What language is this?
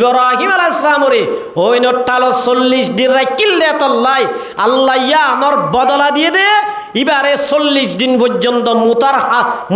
Rohingya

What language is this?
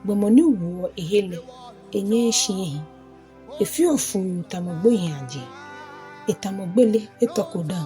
Ga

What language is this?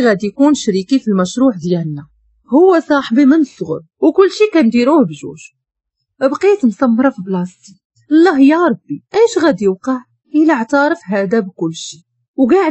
Moroccan Arabic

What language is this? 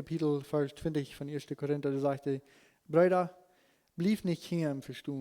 Plautdietsch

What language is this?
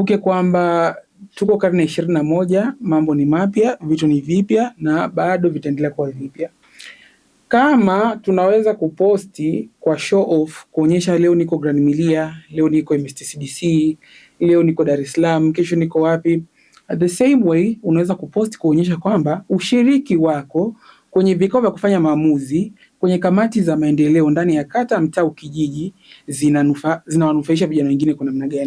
Swahili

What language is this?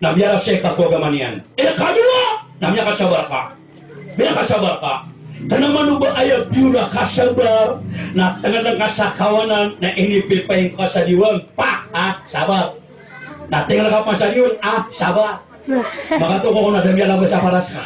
Maranao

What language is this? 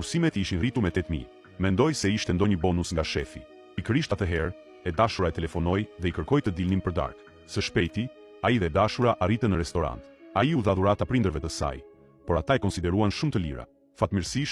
Albanian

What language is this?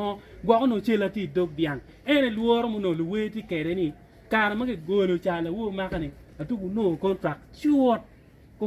Acoli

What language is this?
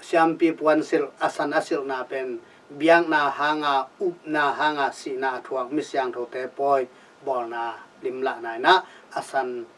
Tedim Chin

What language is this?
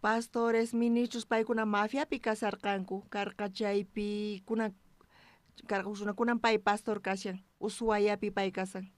South Bolivian Quechua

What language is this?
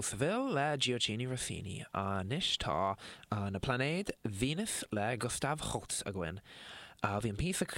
Irish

